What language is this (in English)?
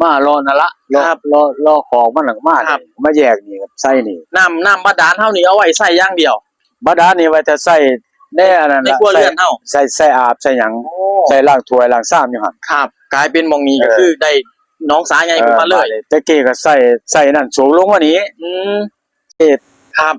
Northeastern Thai